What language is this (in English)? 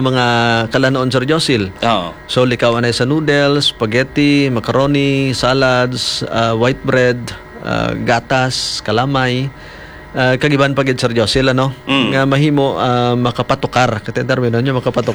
Hiligaynon